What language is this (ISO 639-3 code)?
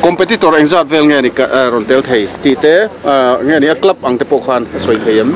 lus